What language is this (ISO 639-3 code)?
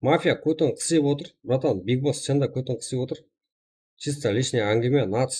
kaa